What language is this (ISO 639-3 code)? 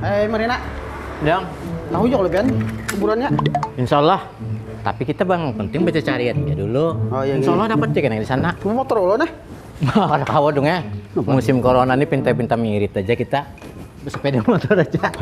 bjn